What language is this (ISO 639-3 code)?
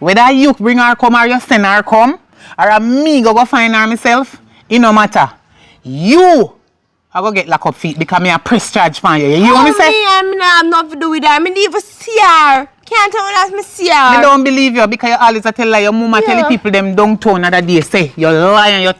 jam